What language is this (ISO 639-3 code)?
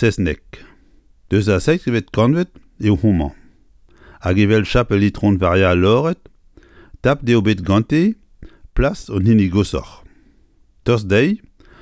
bre